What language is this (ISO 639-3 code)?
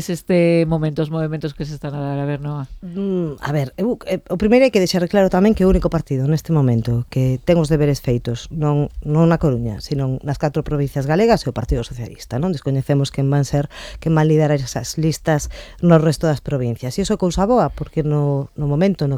glg